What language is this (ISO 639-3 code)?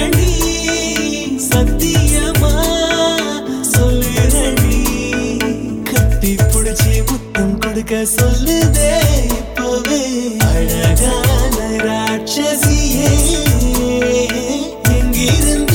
tam